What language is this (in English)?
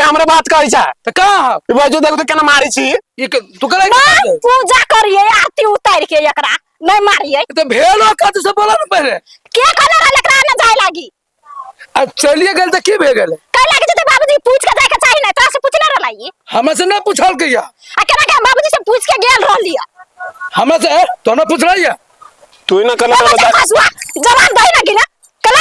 Maithili